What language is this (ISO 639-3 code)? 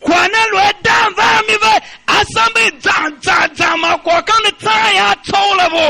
tiv